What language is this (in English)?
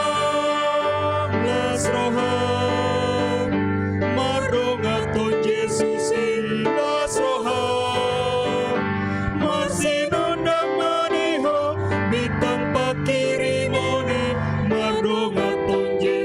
Batak Toba